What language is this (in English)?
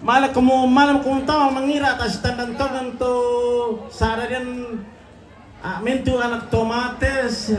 Toraja-Sa'dan